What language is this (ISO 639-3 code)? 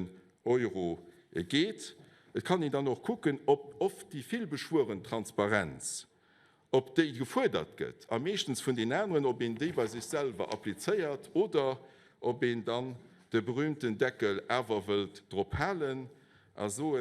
ltz